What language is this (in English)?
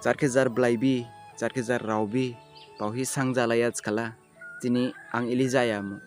Dimasa